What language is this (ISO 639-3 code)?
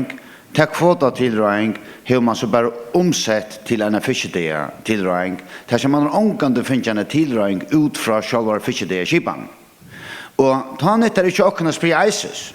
fao